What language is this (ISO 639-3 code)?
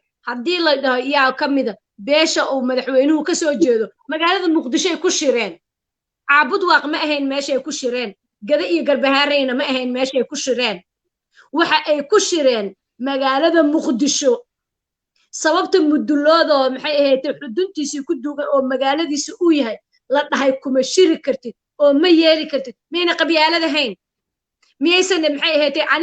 som